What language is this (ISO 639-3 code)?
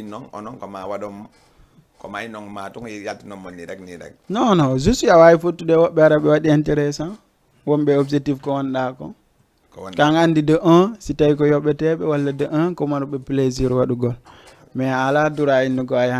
ful